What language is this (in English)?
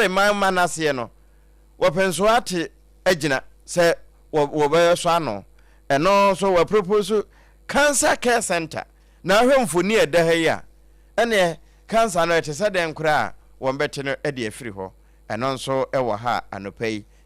Akan